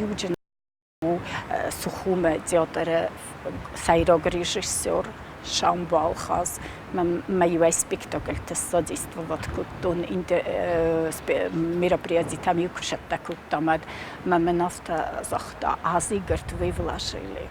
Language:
Ossetic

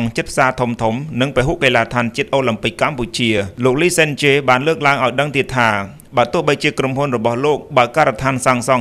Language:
Khmer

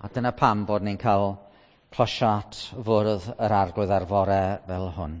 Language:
Welsh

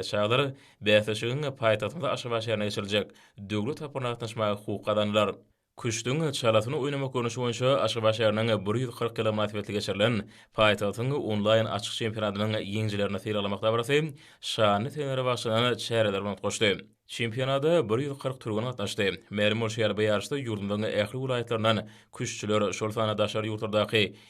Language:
Turkmen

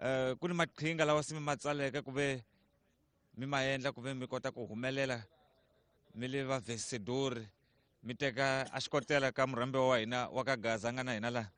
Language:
Tsonga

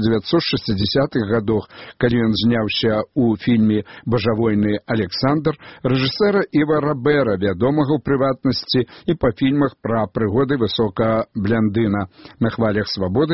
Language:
Belarusian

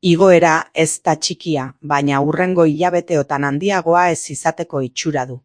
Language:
Basque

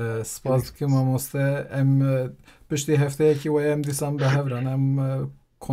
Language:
Kurdish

